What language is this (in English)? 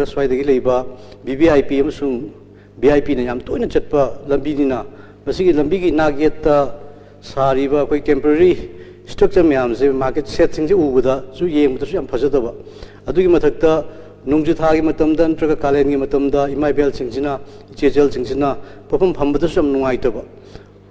Manipuri